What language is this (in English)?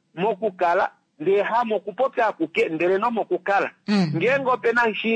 Kuanyama